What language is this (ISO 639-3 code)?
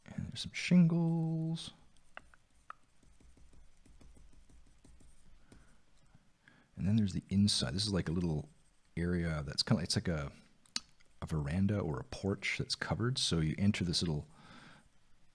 eng